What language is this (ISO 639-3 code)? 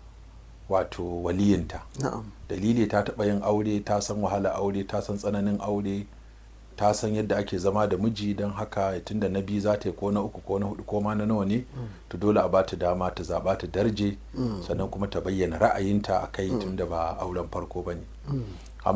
hau